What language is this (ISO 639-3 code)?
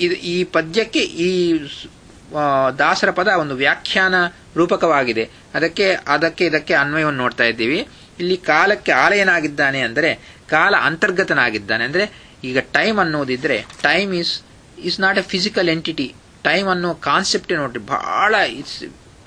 kan